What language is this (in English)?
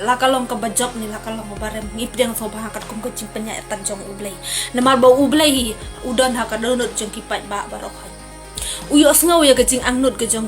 Khasi